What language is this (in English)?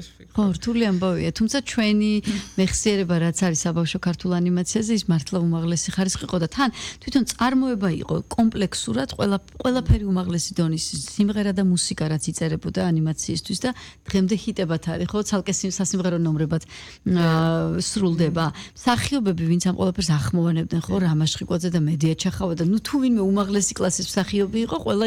Georgian